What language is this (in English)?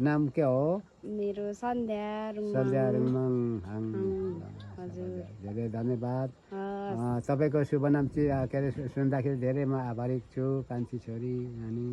Nepali